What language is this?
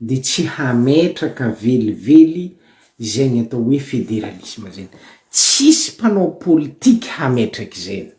Malagasy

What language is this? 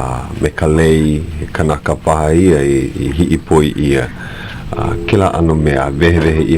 Hawaiian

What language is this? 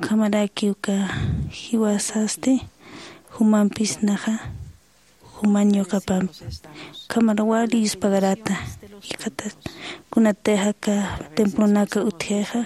Aymara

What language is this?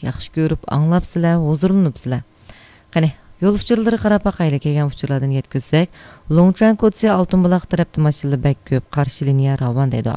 Uyghur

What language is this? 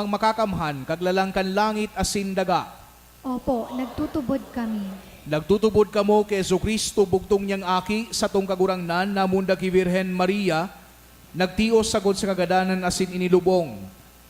Bikol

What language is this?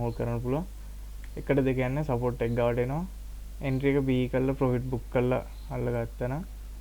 Sinhala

